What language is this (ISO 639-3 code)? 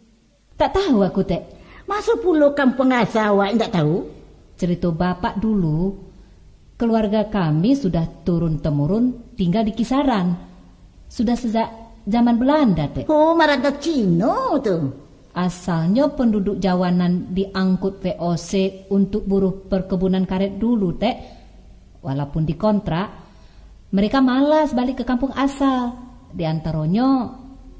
min